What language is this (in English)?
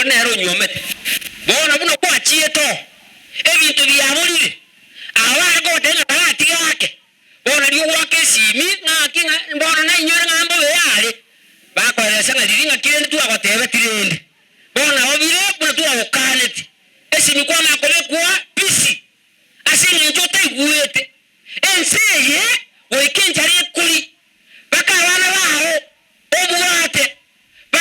Gusii